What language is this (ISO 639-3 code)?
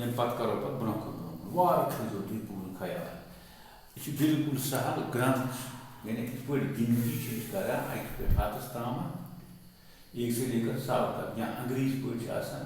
kas